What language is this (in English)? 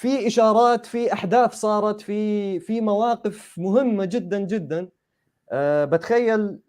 North Levantine Arabic